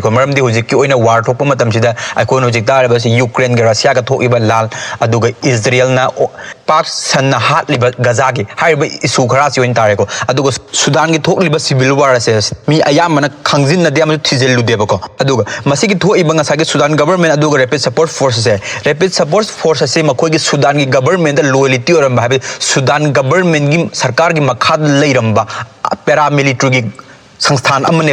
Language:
Manipuri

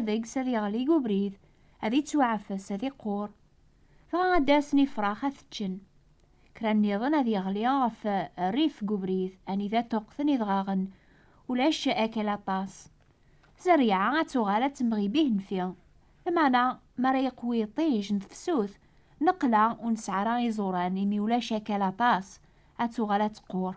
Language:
Kabyle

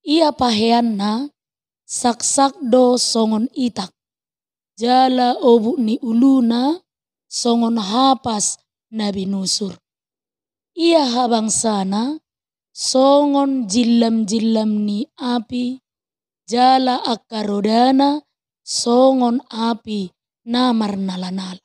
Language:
Batak Toba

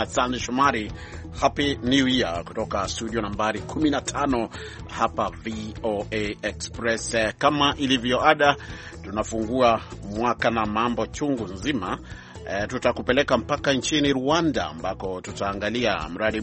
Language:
Swahili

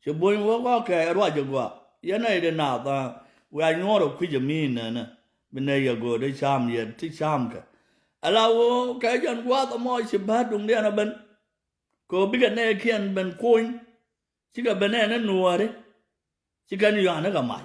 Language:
Nuer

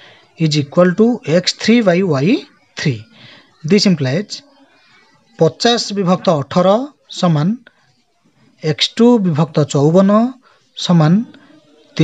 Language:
Odia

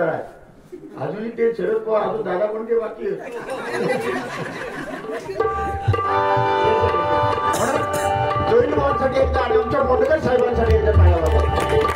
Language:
Marathi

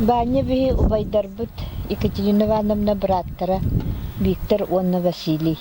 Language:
Yakut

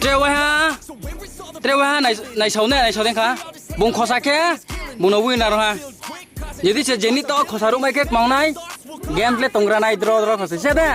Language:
Riang (India)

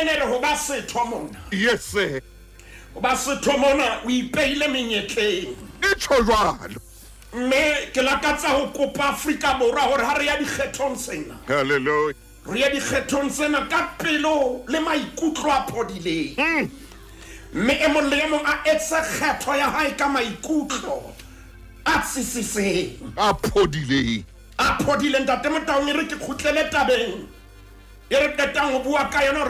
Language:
Southern Sotho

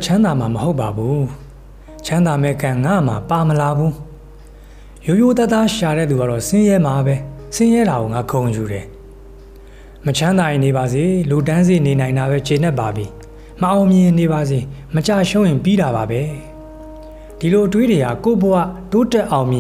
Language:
Burmese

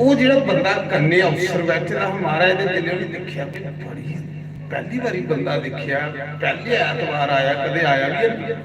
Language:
Dogri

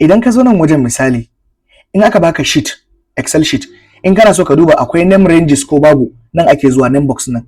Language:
Hausa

